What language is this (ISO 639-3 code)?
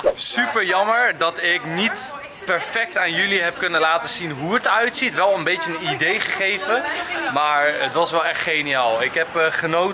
nld